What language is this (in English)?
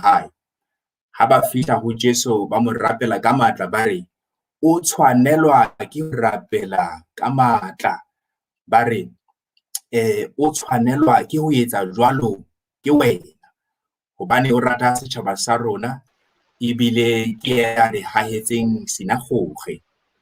Southern Sotho